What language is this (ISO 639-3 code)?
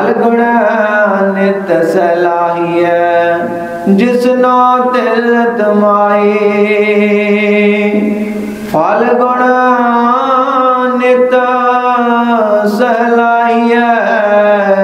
pan